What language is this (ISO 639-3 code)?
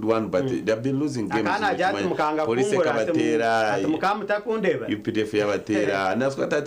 nyn